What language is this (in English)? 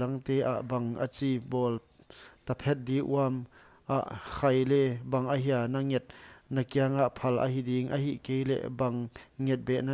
Paite Chin